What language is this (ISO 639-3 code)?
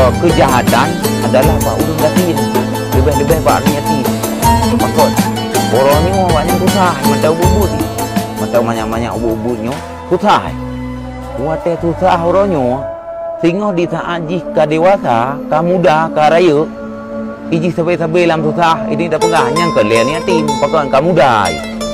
ace